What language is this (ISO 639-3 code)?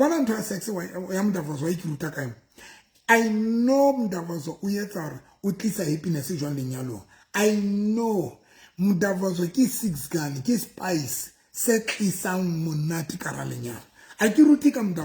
sot